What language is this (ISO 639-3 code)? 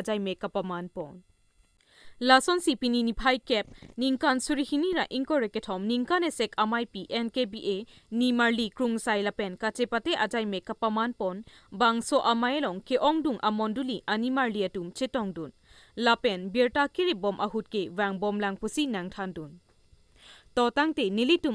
mjw